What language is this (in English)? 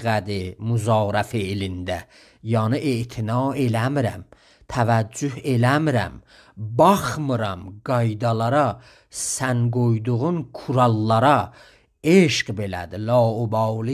South Azerbaijani